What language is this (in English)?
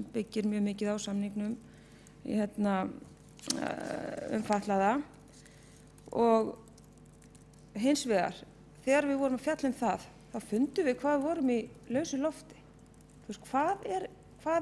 Icelandic